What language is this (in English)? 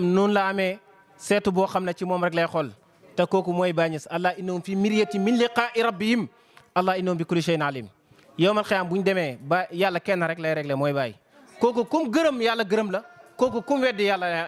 Wolof